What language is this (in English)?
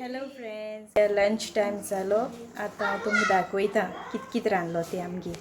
Konkani